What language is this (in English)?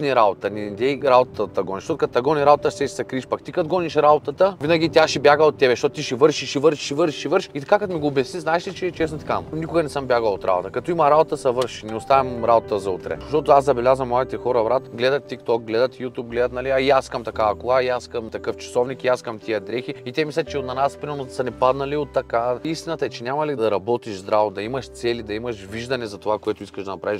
Bulgarian